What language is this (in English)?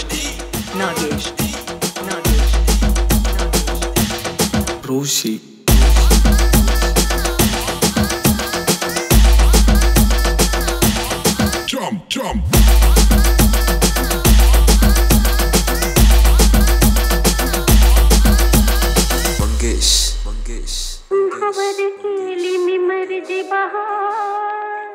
Marathi